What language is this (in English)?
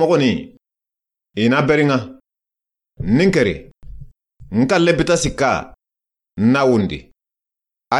Soninke